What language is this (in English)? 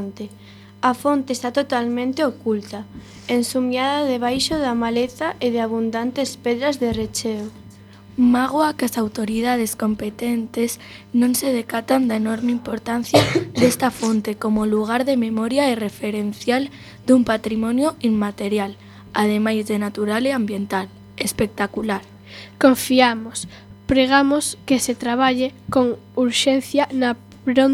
Galician